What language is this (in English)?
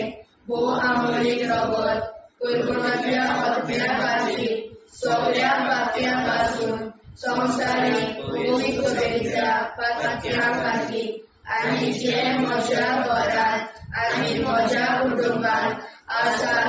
Konkani